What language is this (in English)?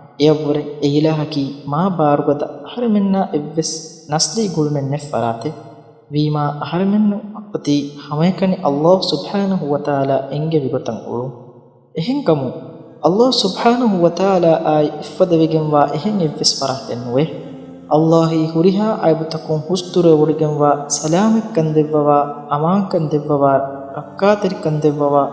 Divehi